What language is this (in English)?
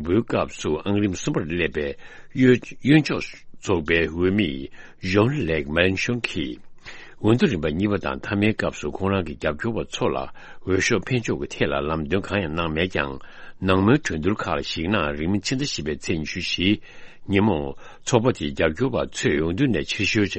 Tibetan